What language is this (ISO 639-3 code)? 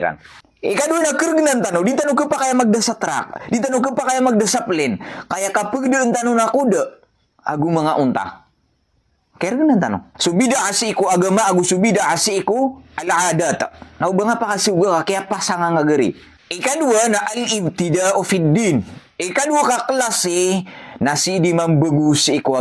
mrw